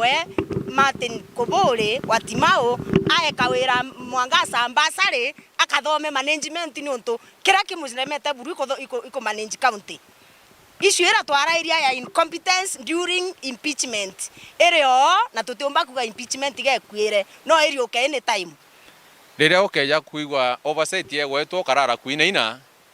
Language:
Meru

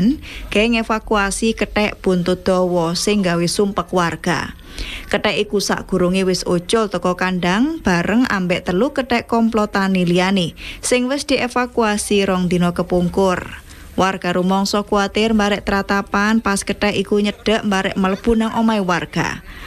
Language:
Javanese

